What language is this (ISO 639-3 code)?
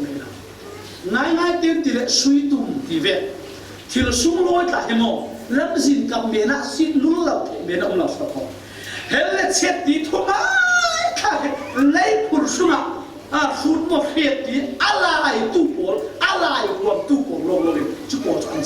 cfm